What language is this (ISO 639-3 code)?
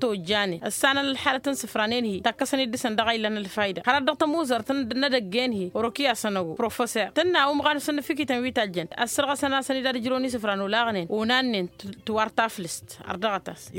taq